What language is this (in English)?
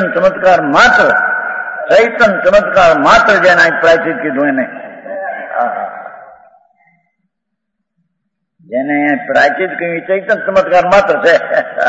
Gujarati